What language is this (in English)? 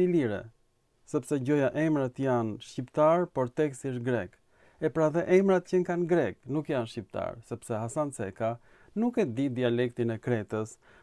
Albanian